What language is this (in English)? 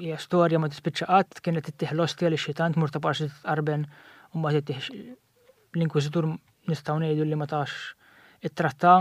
Maltese